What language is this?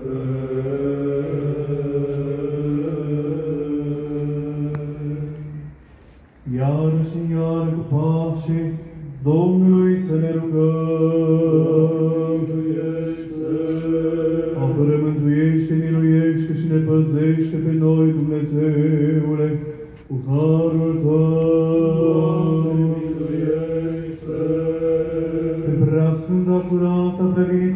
Romanian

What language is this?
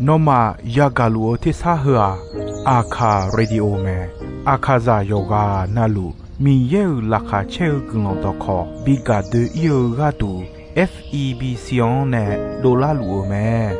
Akha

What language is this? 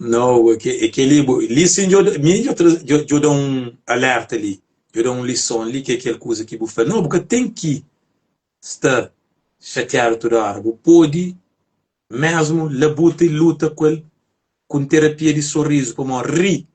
Kabuverdianu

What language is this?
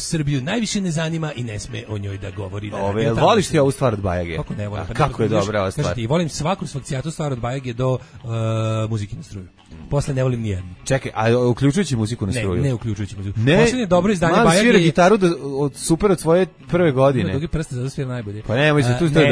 Serbian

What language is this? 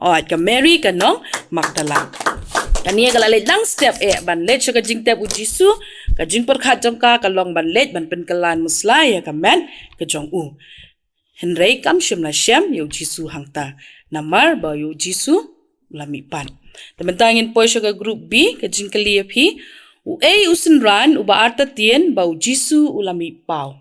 Khasi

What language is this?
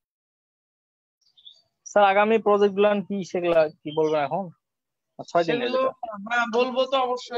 Bangla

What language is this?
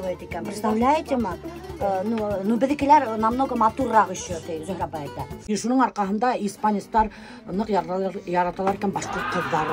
Bashkir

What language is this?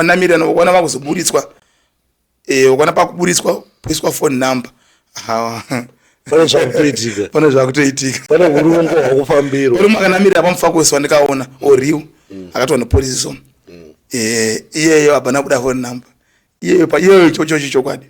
Shona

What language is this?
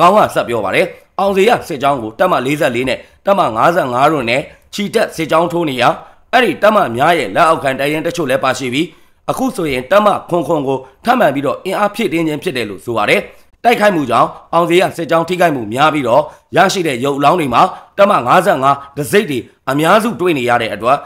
Burmese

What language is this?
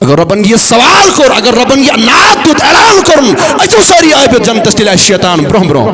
Kashmiri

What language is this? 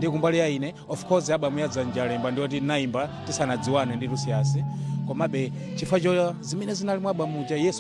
Nyanja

